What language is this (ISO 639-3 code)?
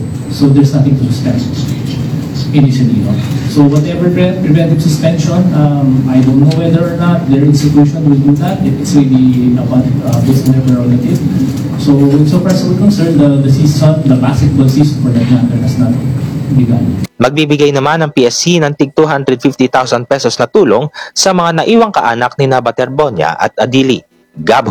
fil